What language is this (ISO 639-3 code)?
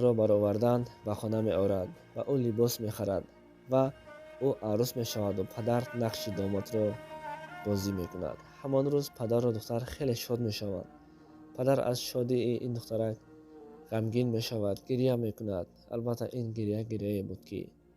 tgk